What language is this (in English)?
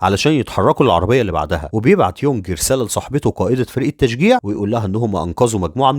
Egyptian Arabic